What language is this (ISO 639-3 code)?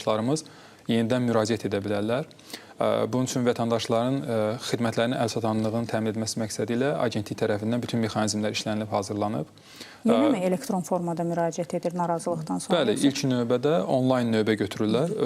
aze